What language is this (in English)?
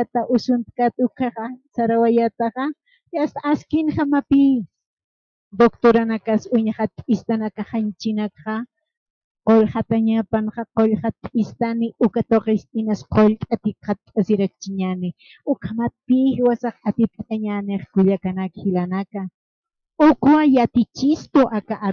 Aymara